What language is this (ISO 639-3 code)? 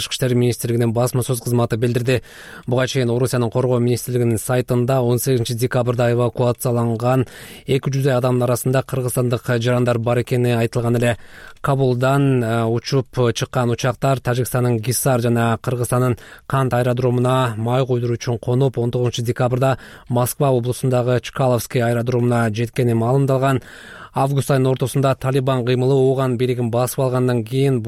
kir